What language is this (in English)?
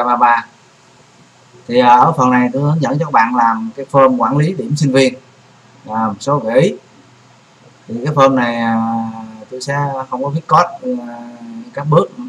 Vietnamese